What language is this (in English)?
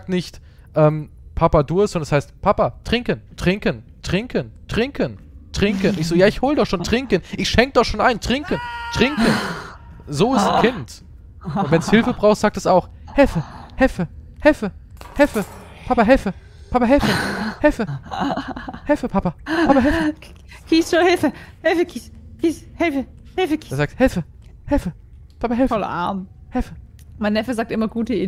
German